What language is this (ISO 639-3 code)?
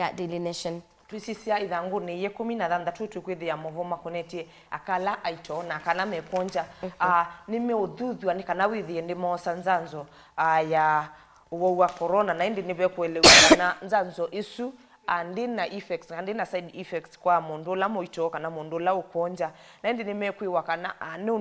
kam